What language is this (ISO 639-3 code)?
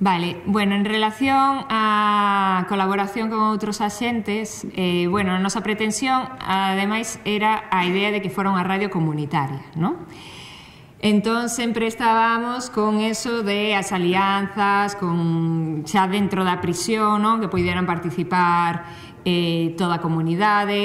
glg